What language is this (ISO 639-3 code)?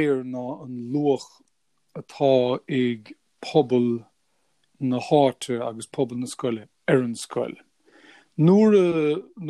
gle